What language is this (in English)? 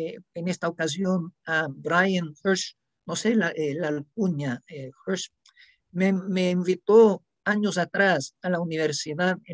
Ladino